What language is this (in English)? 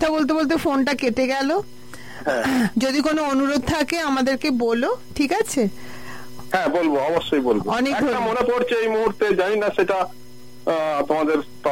Bangla